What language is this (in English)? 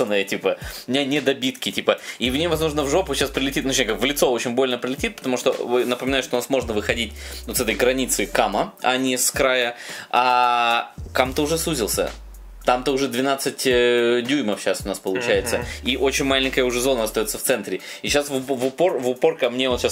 Russian